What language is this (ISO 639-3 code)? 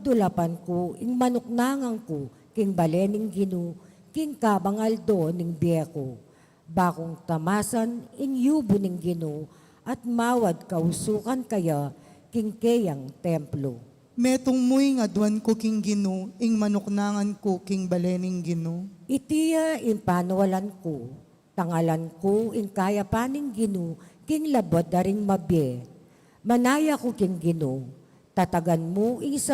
pam